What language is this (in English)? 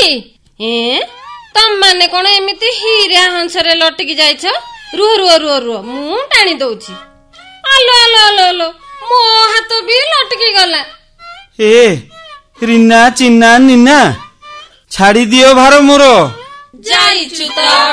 Odia